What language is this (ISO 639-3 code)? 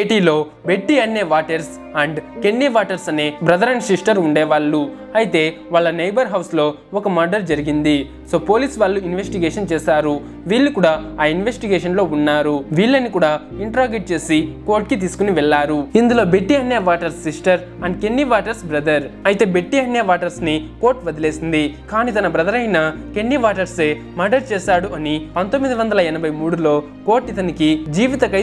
tel